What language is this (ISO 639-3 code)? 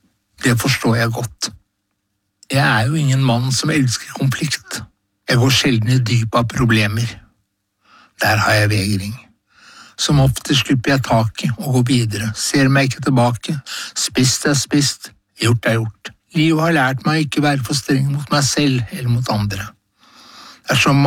nor